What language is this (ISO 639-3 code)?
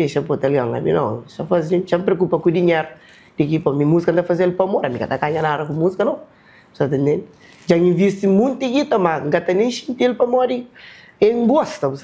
kea